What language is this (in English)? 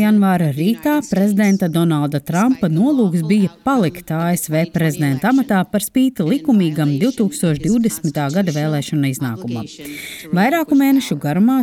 Latvian